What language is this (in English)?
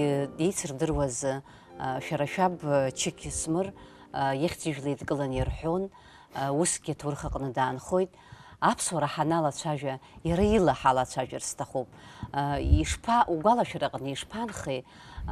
Abkhazian